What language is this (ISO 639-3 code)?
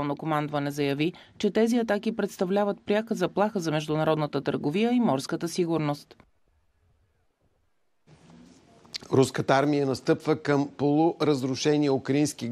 bul